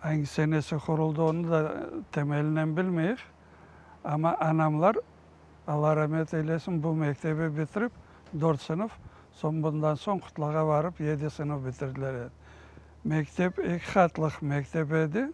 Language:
Crimean Tatar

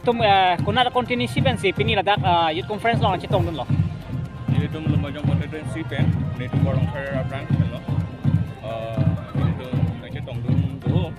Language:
Karbi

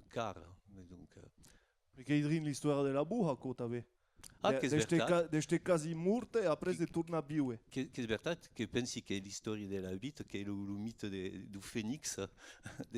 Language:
Occitan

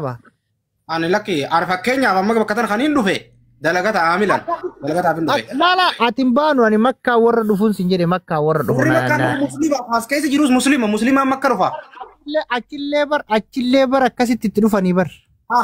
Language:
Oromo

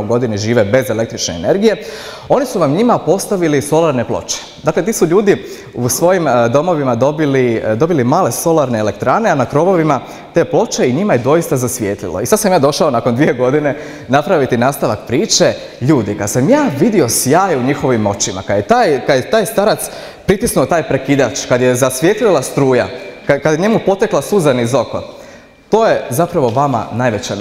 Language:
Croatian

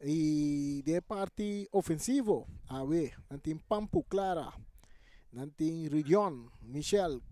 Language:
Papiamento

